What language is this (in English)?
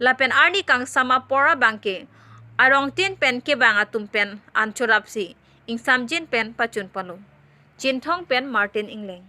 Karbi